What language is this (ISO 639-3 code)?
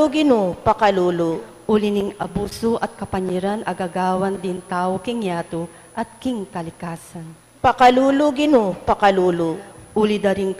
pam